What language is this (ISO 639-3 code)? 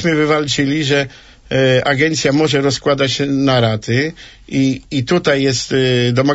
pol